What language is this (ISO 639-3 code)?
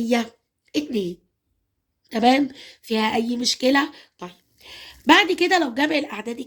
arz